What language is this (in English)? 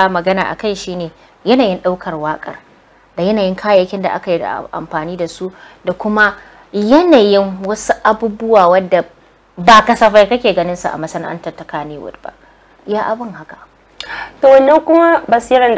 Hausa